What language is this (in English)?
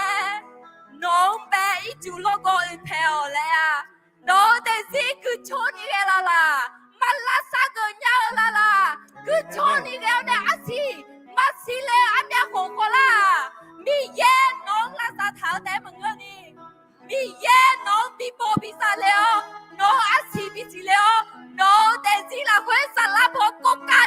Akha